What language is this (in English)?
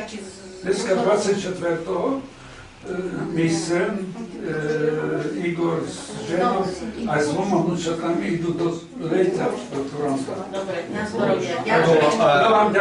Rusyn